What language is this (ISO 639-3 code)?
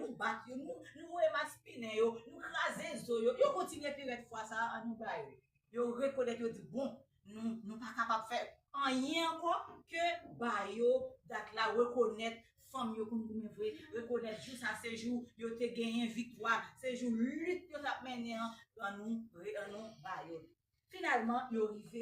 hat